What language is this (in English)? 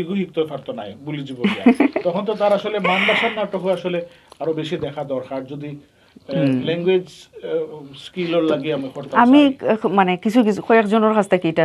Sylheti